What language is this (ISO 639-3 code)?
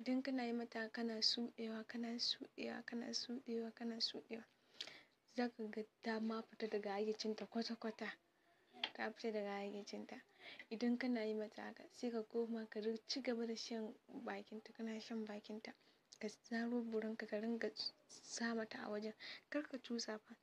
hau